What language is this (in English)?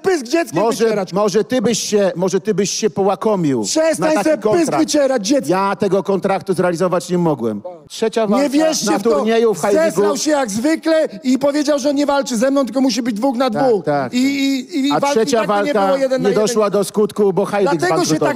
Polish